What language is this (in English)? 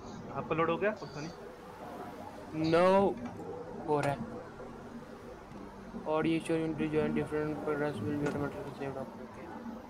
Hindi